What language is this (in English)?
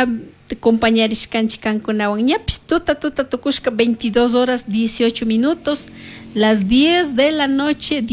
Chimborazo Highland Quichua